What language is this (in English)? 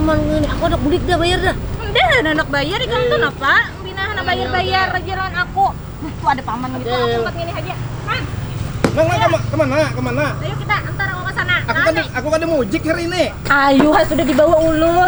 Banjar